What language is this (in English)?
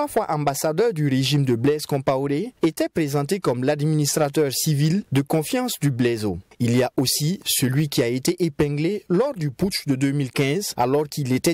French